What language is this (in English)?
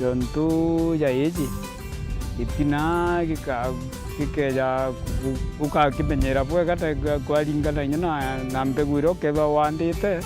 Meru